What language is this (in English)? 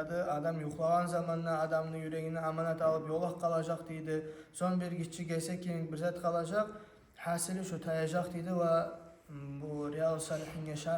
Kumyk